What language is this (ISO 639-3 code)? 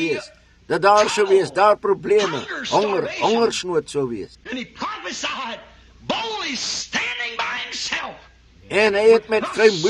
afr